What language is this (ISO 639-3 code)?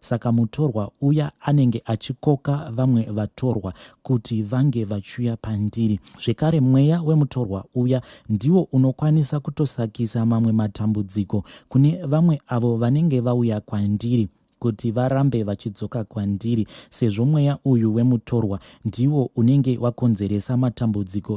sna